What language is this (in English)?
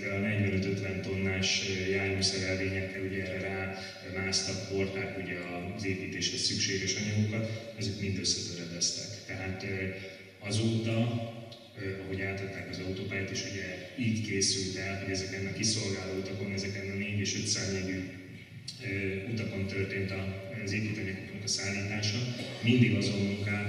Hungarian